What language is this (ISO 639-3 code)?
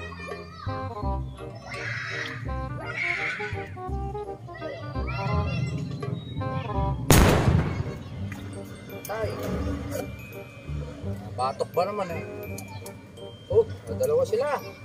fil